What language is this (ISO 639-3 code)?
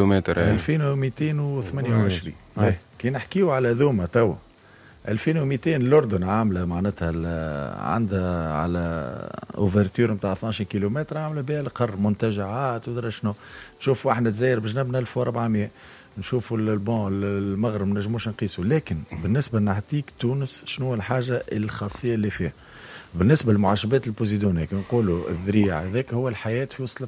aeb